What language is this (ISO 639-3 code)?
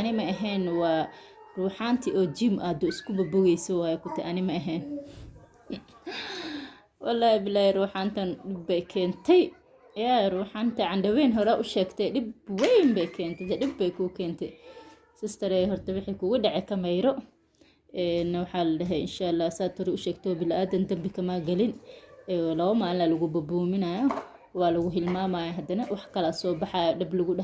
som